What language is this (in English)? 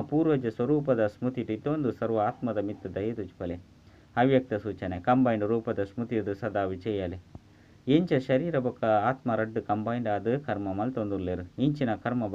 Tulu